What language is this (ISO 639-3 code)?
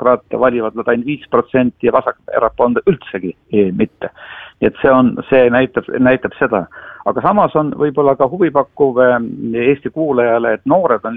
est